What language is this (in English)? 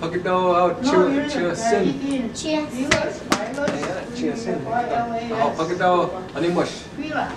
Chippewa